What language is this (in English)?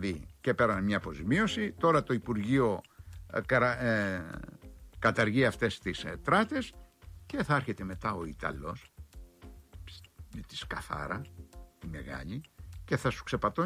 Greek